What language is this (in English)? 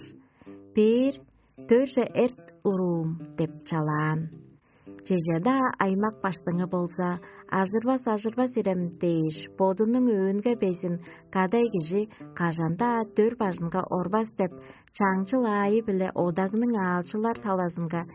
Tuvinian